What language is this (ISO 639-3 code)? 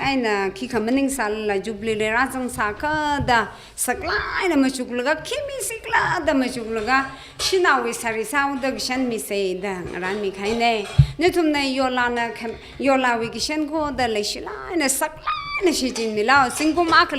nmf